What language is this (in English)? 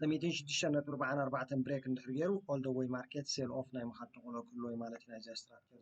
Tigrinya